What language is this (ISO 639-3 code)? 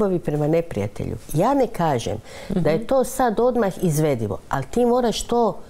hrv